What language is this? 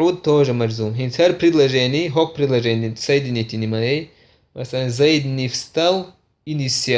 Chechen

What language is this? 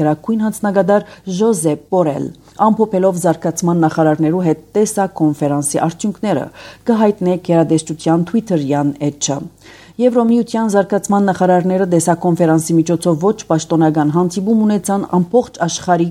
Armenian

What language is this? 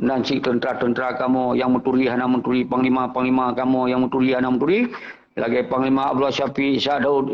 Achinese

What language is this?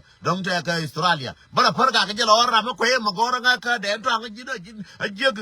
Nuer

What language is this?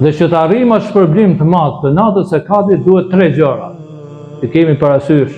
Albanian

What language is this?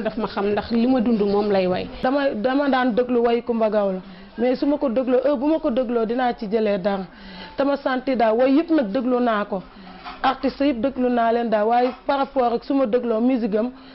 Wolof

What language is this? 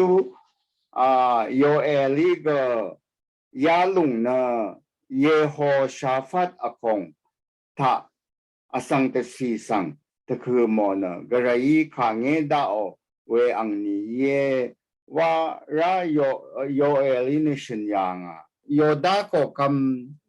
Rawang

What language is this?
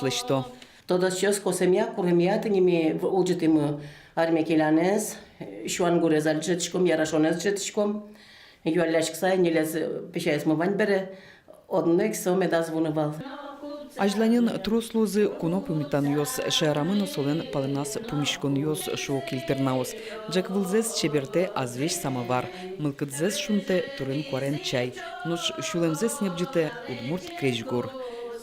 Udmurt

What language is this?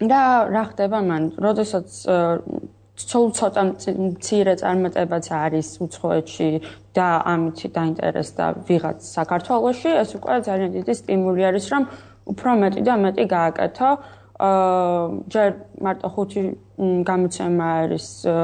Georgian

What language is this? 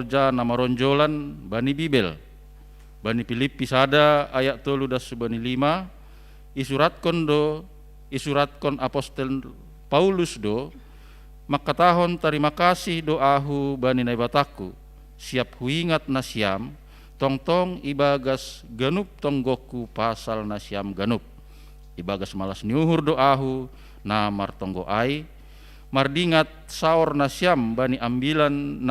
Batak Simalungun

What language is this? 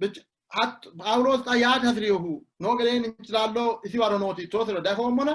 Sidamo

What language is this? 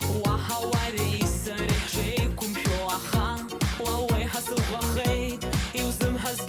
Abkhazian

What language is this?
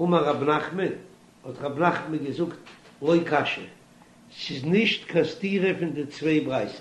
Yiddish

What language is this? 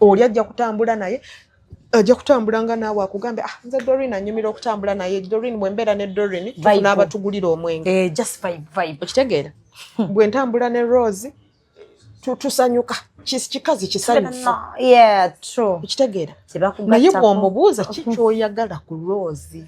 Ganda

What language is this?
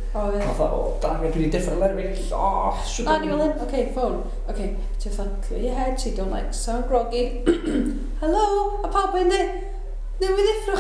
Welsh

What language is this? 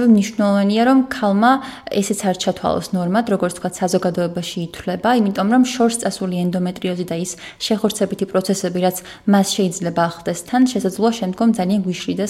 Georgian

